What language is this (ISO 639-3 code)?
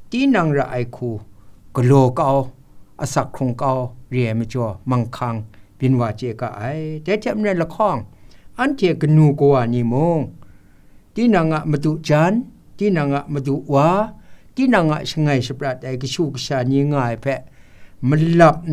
kac